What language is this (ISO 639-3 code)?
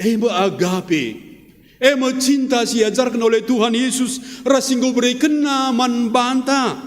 btx